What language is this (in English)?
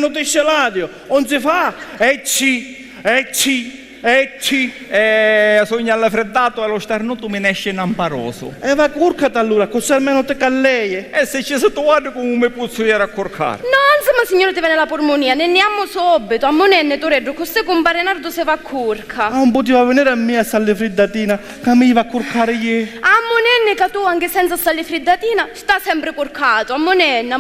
Sicilian